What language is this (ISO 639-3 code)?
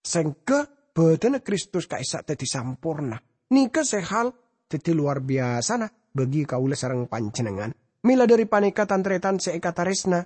mad